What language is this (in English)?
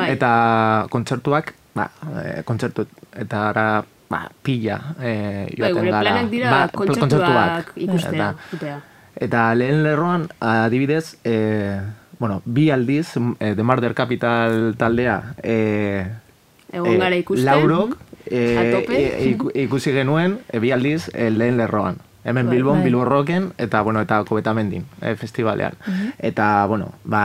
Basque